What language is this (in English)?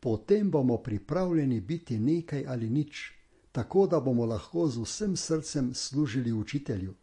Slovenian